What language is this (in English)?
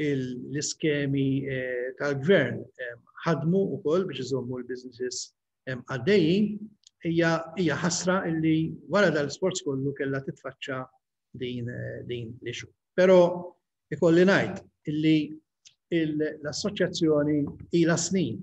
Maltese